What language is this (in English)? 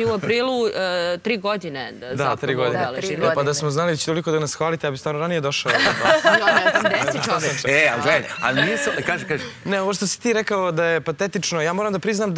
Serbian